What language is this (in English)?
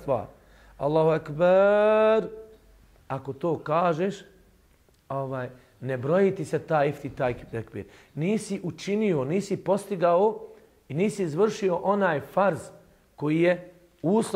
Bosnian